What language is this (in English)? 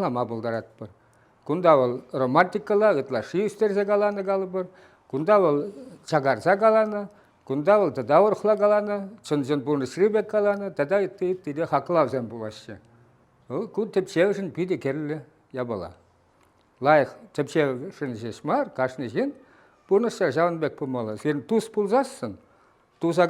Chuvash